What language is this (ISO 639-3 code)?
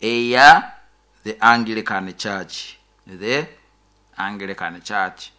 nyo